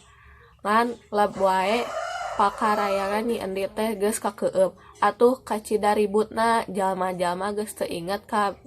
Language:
Sundanese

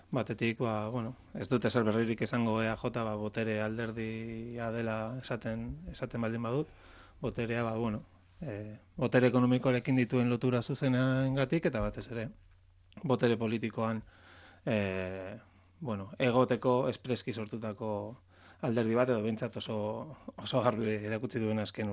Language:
Basque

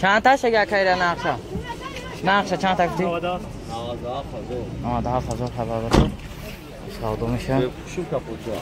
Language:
Tajik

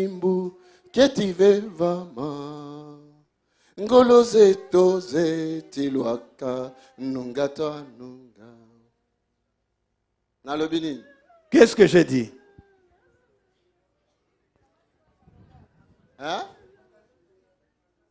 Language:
French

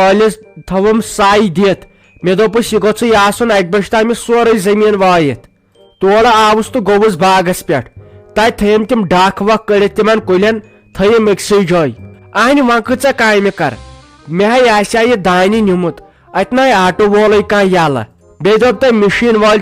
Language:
Kashmiri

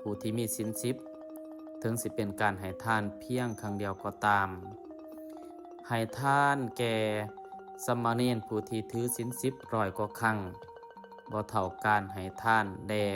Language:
Lao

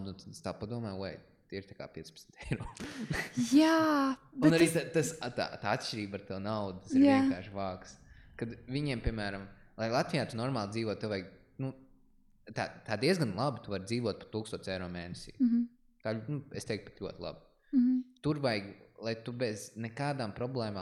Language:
Latvian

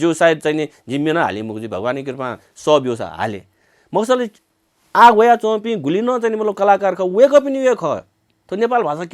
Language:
Newari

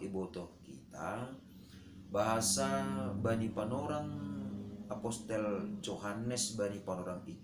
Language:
Batak Simalungun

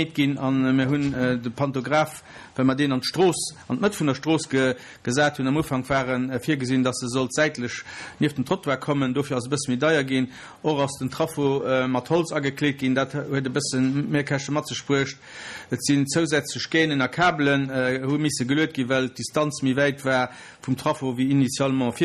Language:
Luxembourgish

